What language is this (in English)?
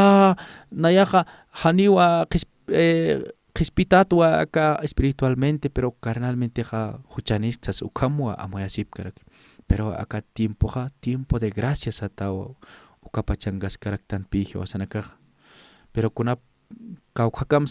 Aymara